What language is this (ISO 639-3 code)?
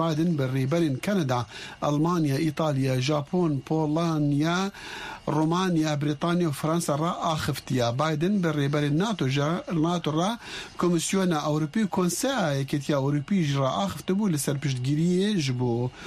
kur